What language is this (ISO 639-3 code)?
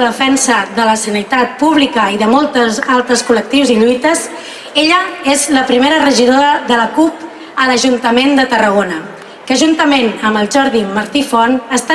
cat